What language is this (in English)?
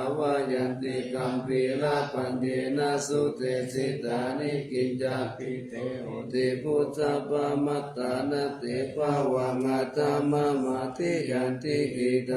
Pali